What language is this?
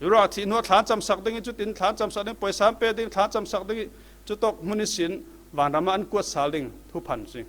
Falam Chin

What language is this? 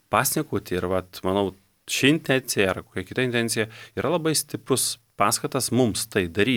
Lithuanian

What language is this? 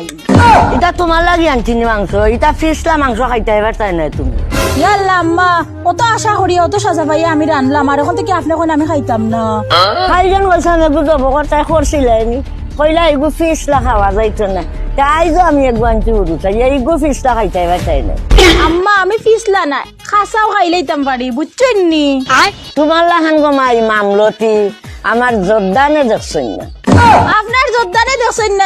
Sylheti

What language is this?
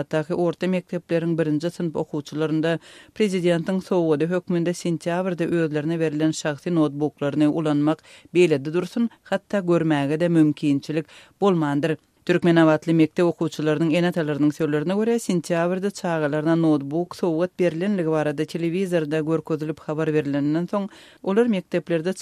Turkmen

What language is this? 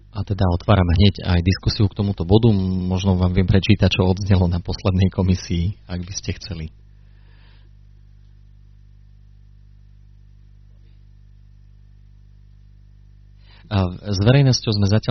Slovak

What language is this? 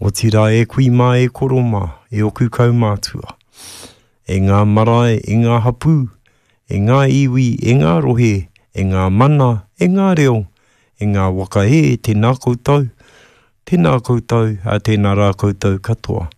Māori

